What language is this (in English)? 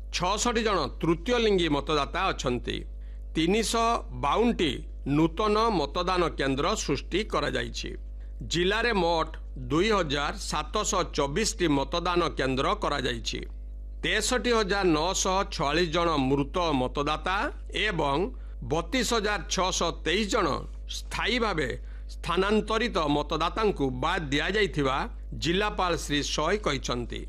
Odia